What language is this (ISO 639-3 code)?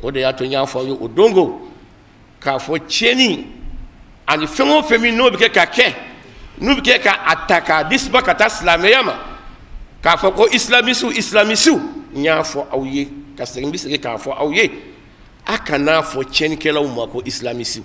bam